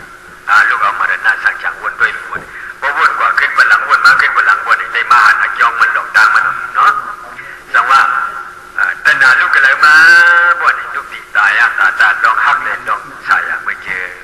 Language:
Shan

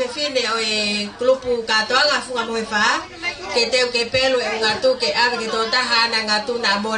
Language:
Tongan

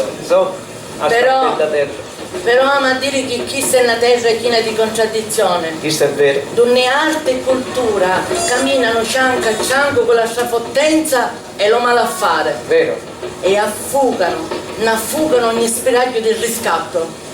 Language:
Sicilian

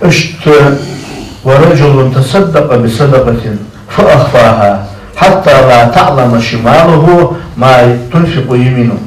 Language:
Ingush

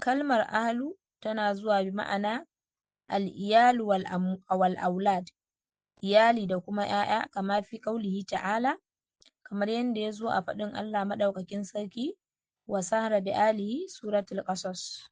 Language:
Hausa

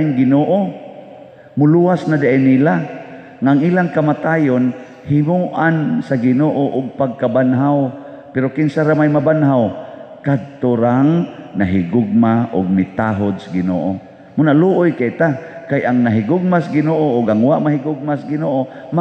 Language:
Cebuano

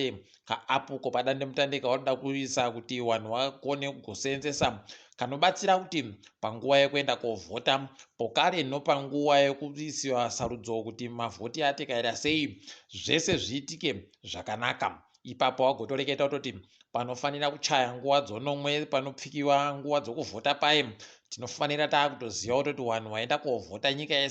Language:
Ndau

